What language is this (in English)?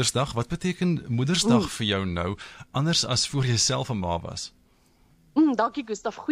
Afrikaans